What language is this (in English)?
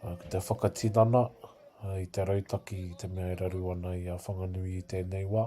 Māori